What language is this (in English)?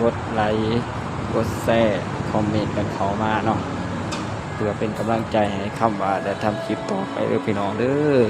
Northeastern Thai